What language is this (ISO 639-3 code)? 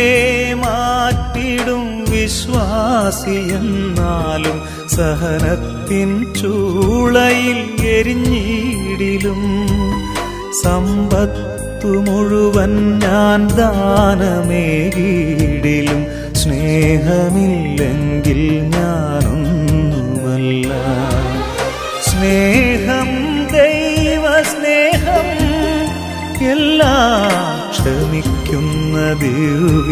mal